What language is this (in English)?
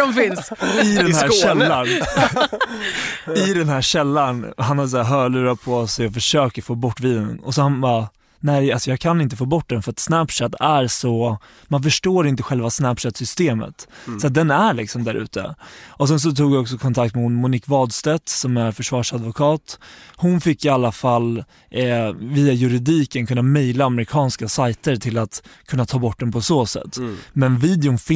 Swedish